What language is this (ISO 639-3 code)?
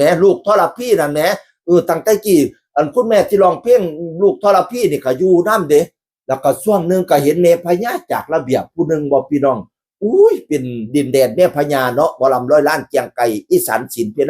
tts